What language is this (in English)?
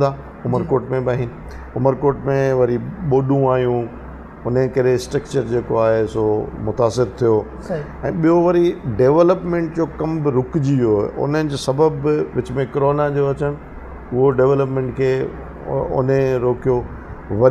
Sindhi